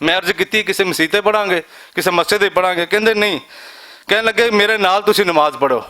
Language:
Western Panjabi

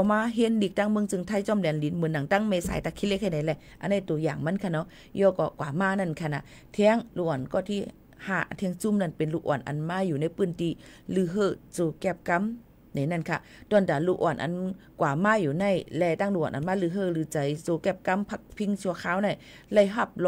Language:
Shan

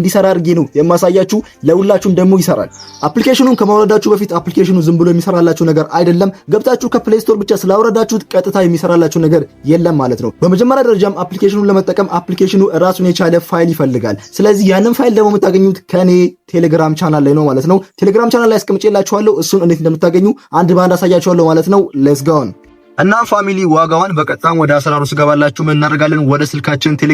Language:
Amharic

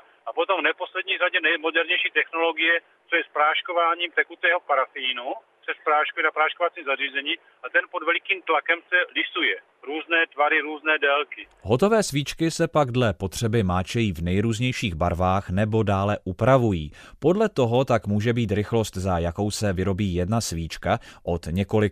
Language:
Czech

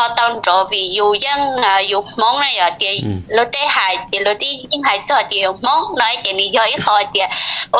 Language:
Vietnamese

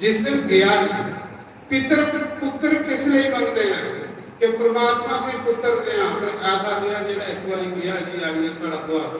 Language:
Dogri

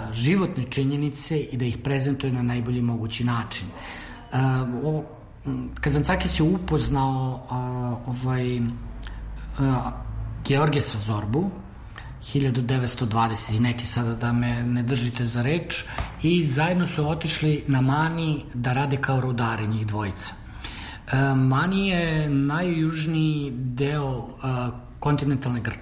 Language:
Serbian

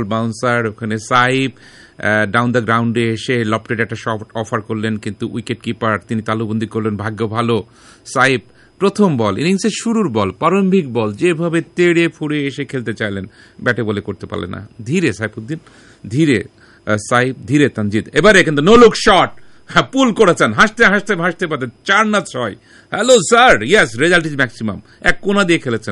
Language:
Bangla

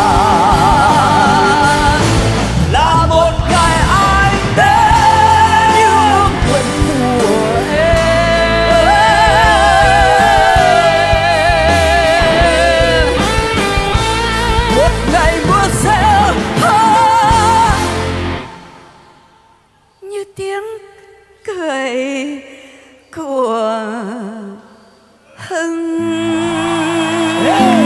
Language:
Vietnamese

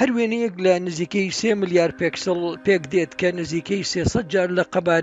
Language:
Central Kurdish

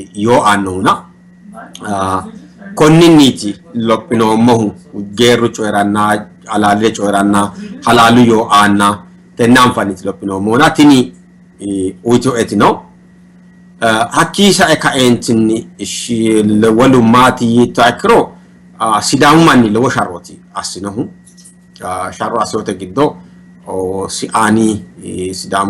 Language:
Sidamo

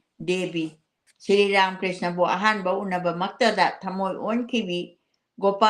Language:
Manipuri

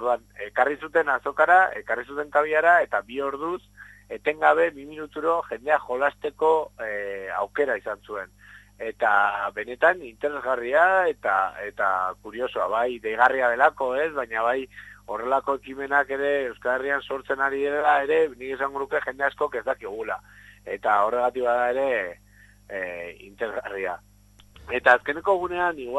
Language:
Basque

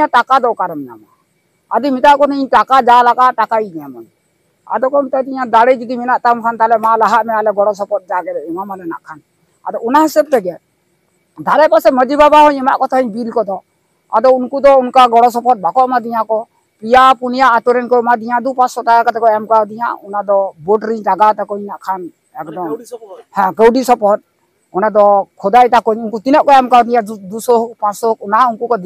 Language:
Santali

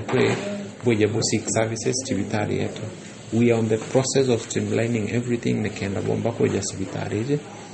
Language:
Meru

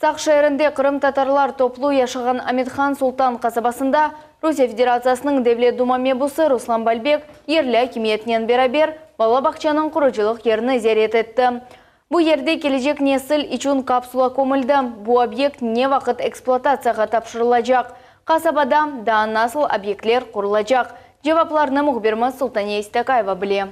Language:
Crimean Tatar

